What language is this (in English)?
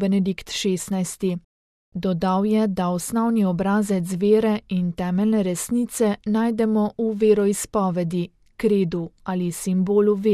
Slovenian